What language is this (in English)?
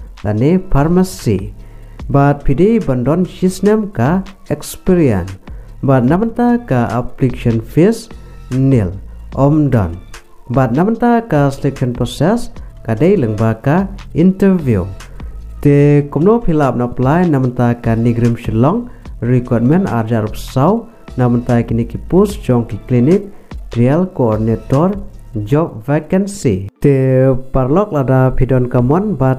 Khasi